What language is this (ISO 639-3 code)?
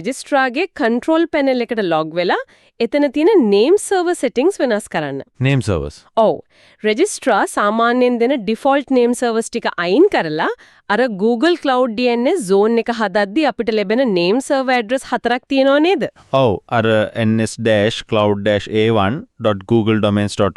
sin